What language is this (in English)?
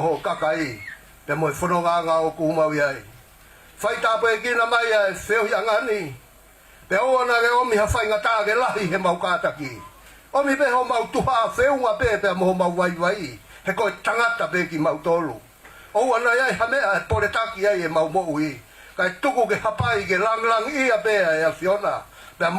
Tongan